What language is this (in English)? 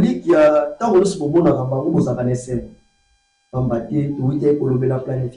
Lingala